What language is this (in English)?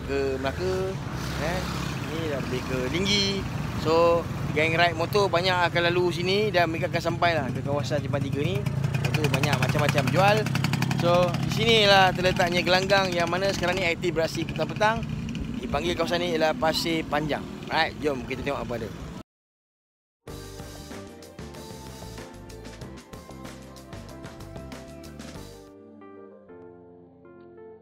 Malay